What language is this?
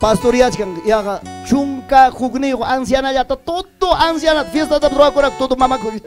Ayacucho Quechua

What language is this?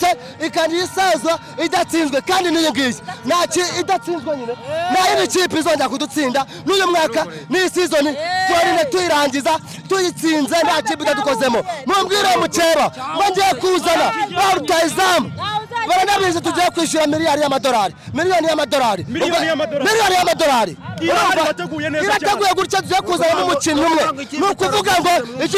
Kinyarwanda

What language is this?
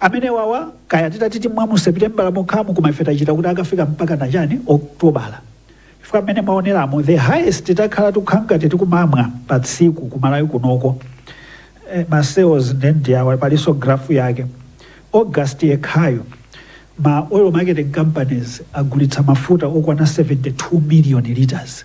Nyanja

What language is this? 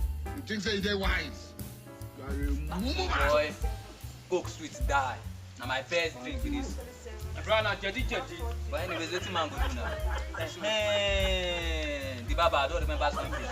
Nigerian Pidgin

